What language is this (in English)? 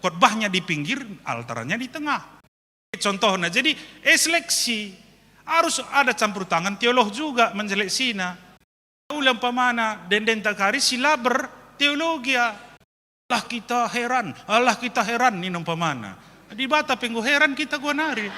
Batak Karo